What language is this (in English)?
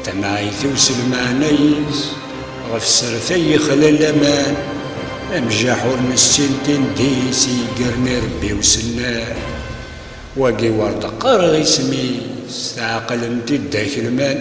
Kabyle